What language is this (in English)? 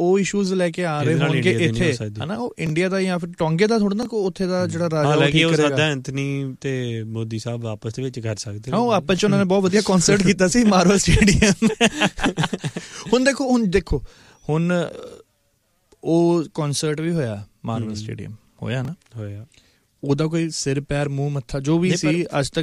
Punjabi